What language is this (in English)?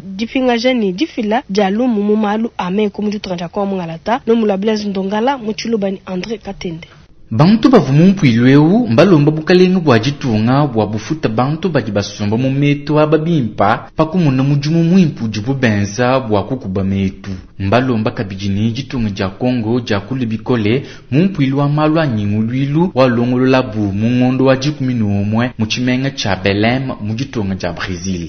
Luba-Lulua